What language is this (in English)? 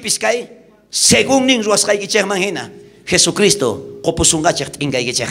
South Bolivian Quechua